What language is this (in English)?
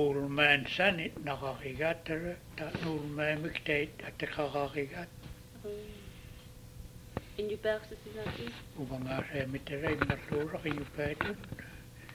Inupiaq